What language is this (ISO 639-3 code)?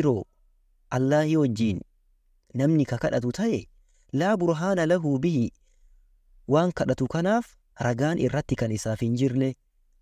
orm